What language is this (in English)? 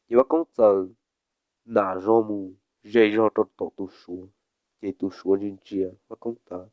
Hmong